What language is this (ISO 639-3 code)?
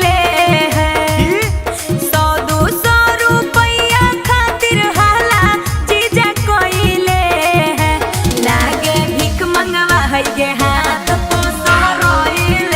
mag